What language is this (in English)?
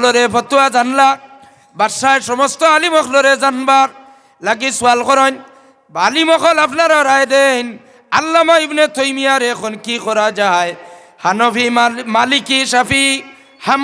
Sylheti